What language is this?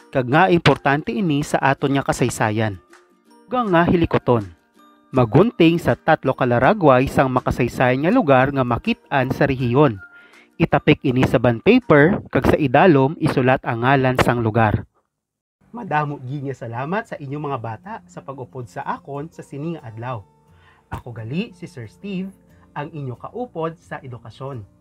Hiligaynon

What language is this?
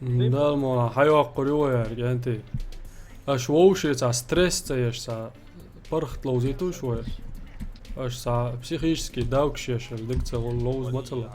Chechen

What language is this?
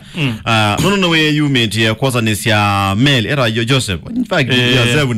Kamba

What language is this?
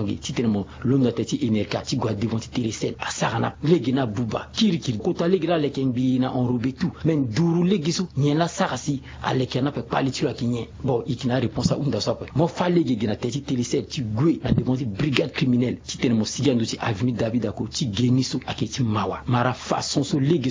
Sango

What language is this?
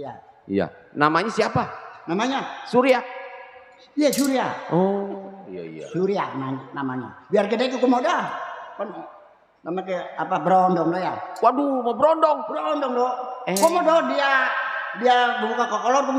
Betawi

